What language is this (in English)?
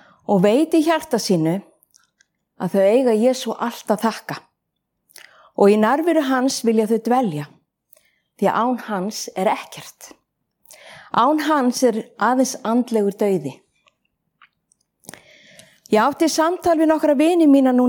Icelandic